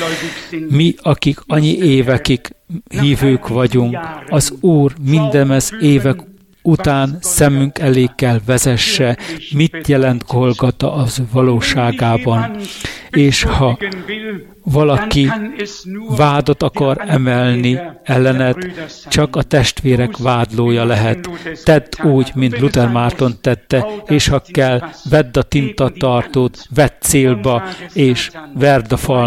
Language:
Hungarian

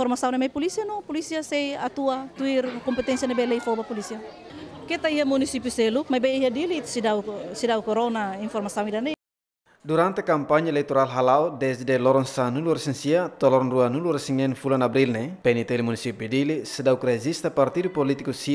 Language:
Tetum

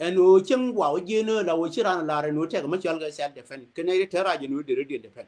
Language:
Nuer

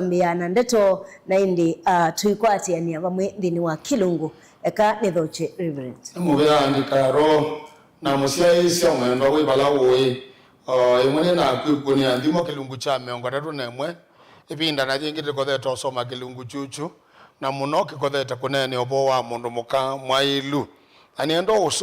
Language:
Kamba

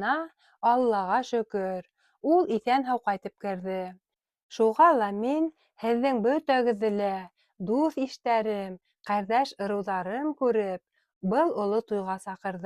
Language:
Bashkir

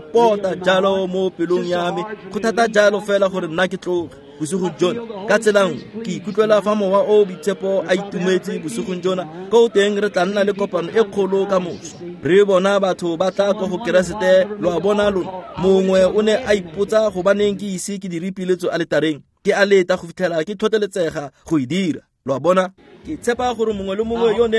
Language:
Tswana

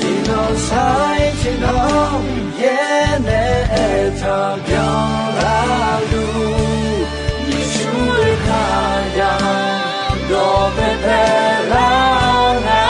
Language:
Akha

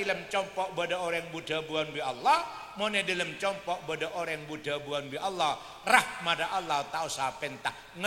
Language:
Madurese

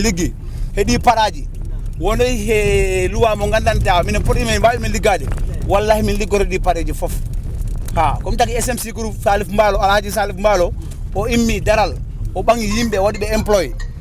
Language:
Fula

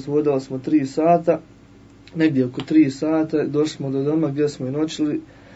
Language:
Croatian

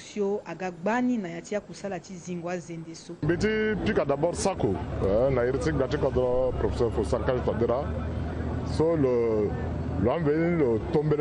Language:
Sango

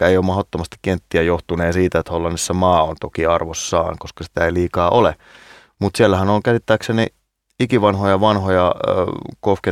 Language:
Finnish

